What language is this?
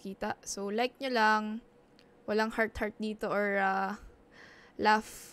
Filipino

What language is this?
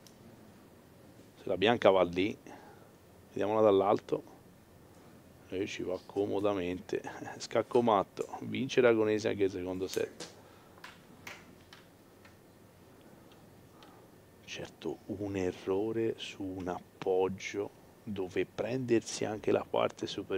Italian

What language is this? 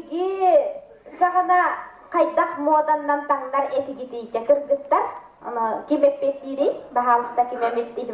Yakut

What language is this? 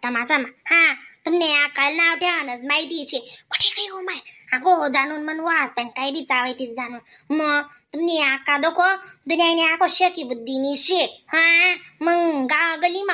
Khandesi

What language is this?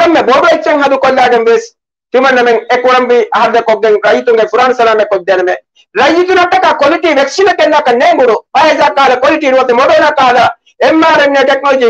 Divehi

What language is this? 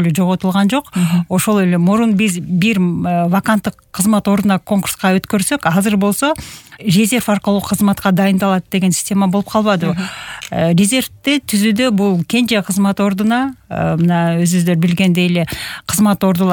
Kyrgyz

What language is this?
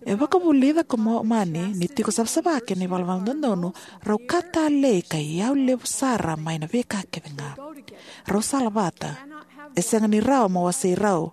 Fijian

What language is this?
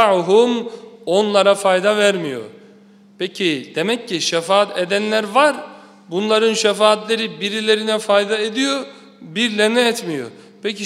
Turkish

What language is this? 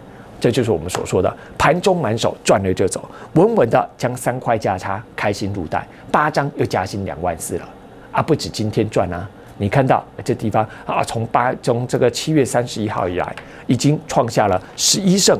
Chinese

